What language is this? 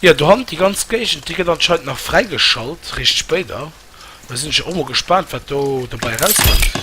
Luxembourgish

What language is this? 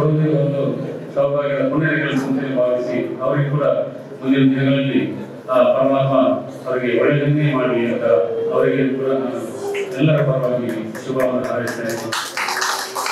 Kannada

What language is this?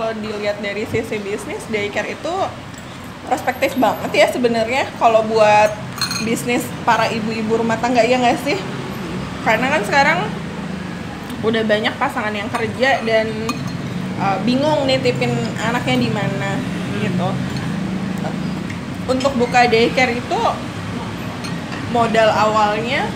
Indonesian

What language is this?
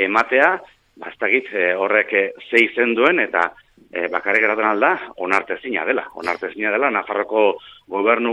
Basque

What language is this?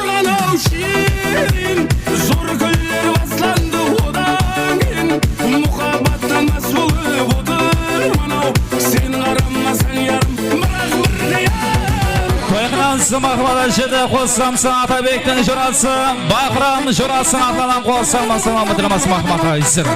Kara-Kalpak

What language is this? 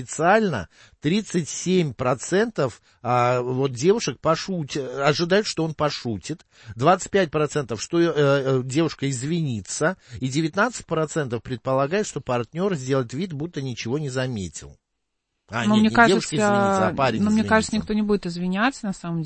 Russian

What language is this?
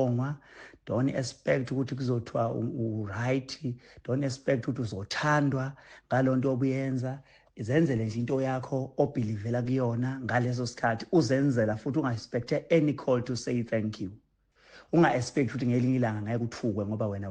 Zulu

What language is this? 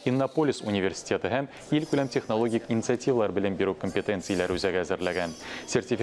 Tatar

